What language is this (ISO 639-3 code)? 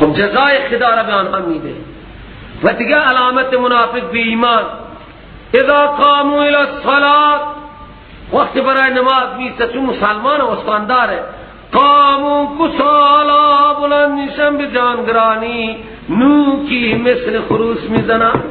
fas